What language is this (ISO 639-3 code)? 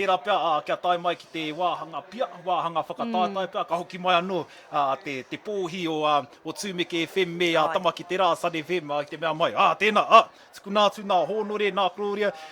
mri